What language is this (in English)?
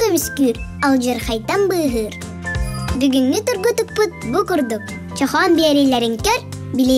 Yakut